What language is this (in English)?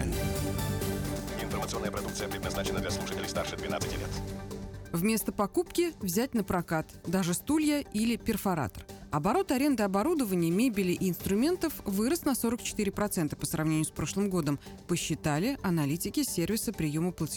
Russian